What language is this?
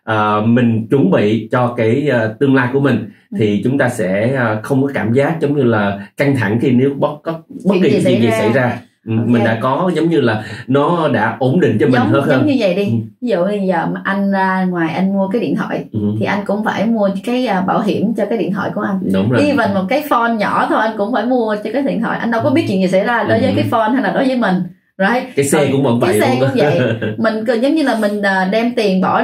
Vietnamese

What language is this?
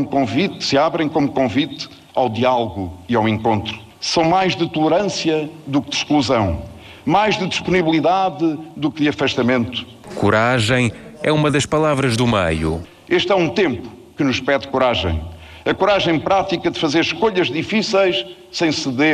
Portuguese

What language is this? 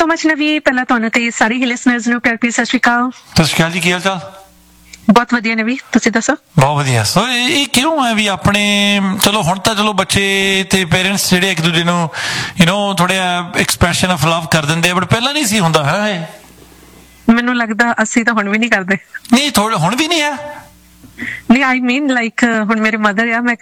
Punjabi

